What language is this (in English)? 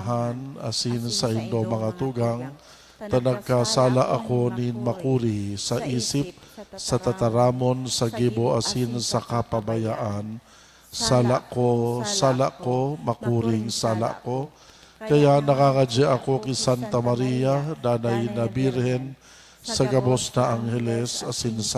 Bikol